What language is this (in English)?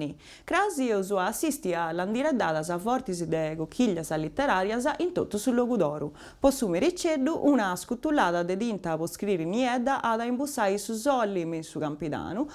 Sardinian